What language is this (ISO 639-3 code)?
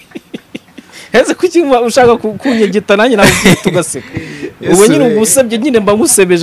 kin